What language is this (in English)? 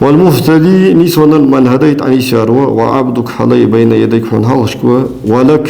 Ingush